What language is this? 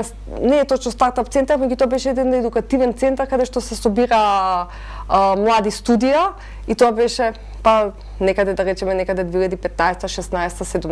Macedonian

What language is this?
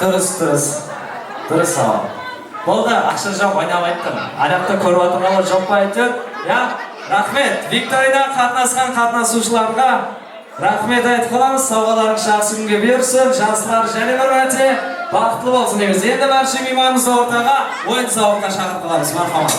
Kara-Kalpak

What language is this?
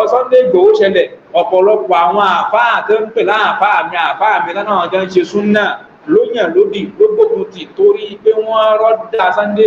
Yoruba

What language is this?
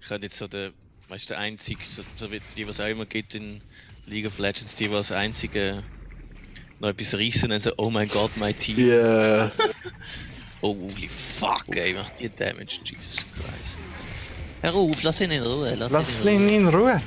Swiss German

